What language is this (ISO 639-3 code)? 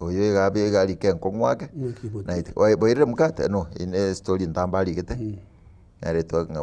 guz